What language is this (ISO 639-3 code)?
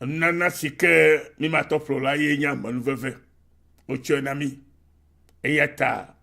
ewe